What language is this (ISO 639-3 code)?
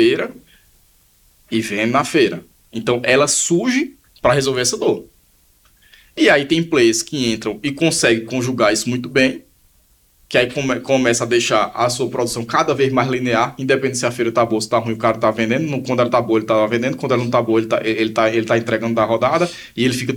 por